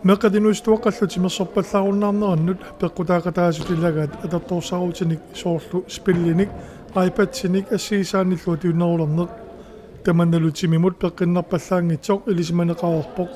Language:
Kalaallisut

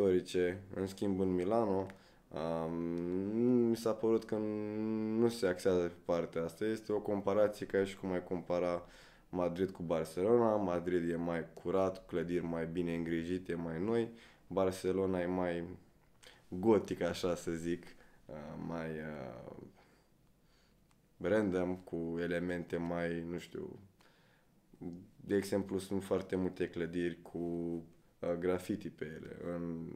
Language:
Romanian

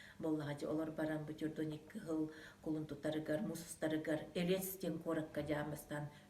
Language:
Yakut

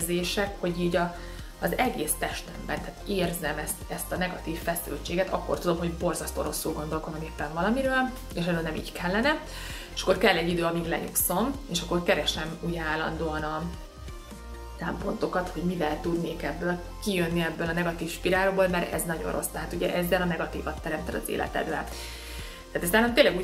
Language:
Hungarian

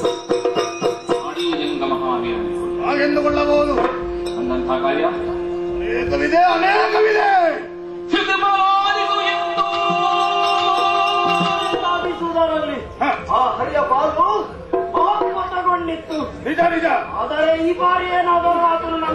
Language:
Kannada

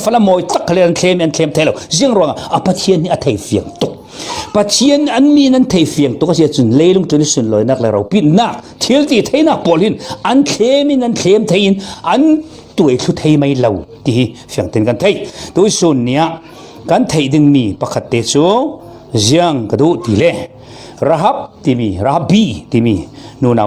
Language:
Falam Chin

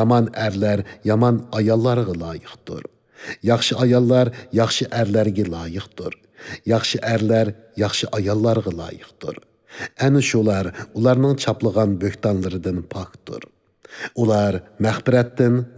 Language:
Uyghur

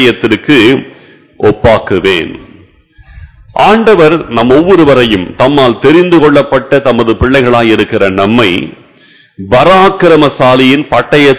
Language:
Tamil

